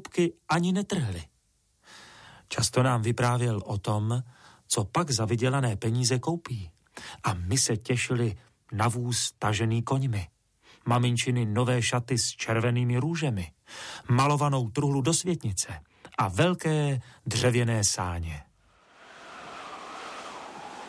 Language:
Czech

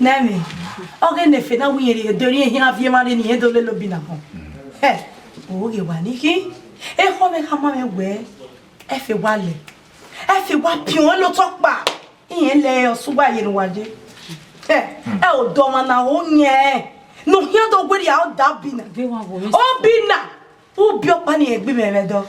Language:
Bini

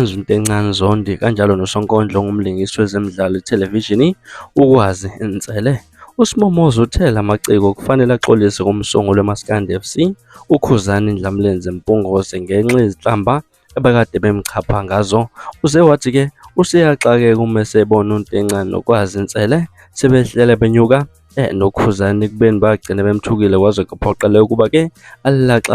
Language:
Zulu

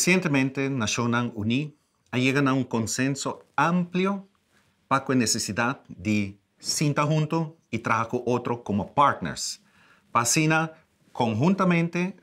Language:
Papiamento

